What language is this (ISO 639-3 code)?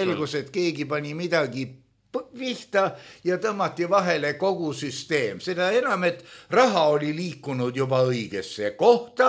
est